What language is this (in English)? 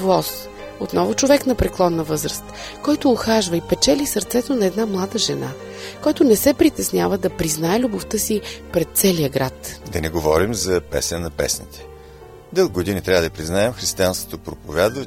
Bulgarian